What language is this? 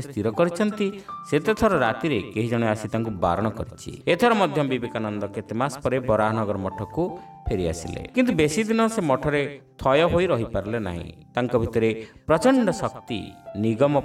Odia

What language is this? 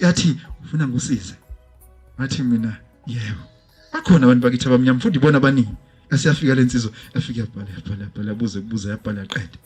Zulu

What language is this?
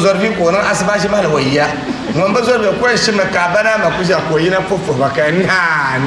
Dagbani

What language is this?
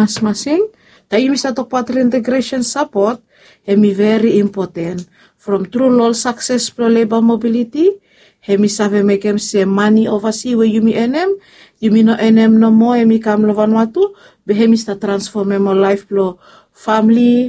Bislama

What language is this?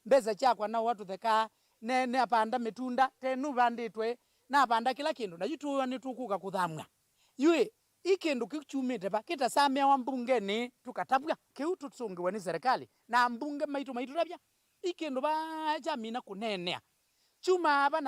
Kamba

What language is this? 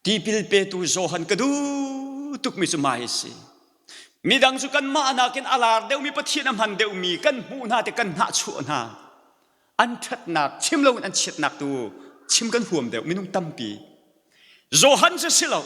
Hakha Chin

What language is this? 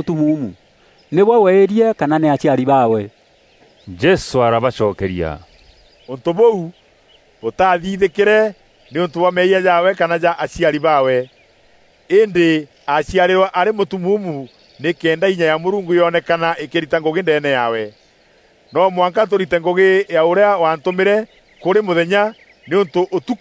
Meru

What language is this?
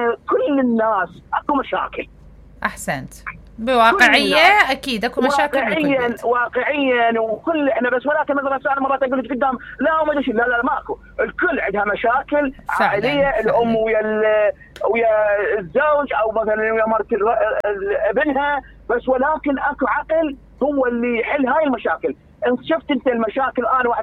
Mesopotamian Arabic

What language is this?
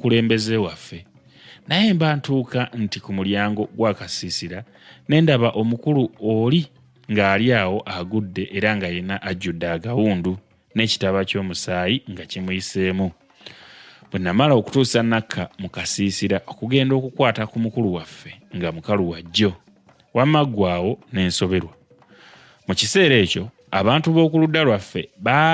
Ganda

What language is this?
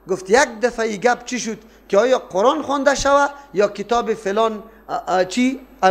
Persian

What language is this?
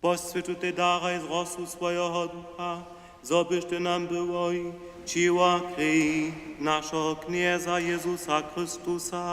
Upper Sorbian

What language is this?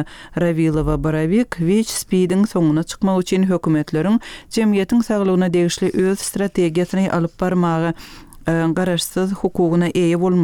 Turkmen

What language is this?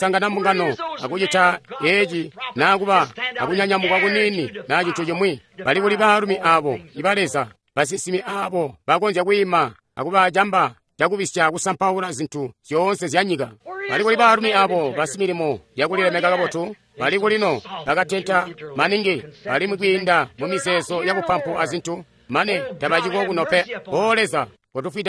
Tonga (Zambia)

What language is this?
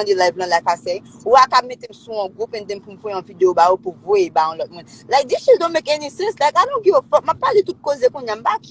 Haitian Creole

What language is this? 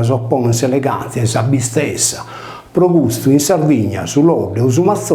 Sardinian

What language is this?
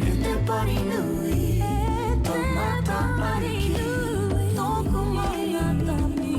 Māori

